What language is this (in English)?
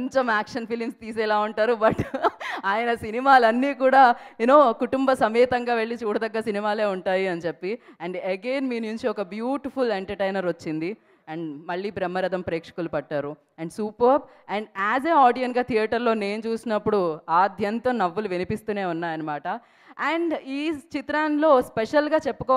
Telugu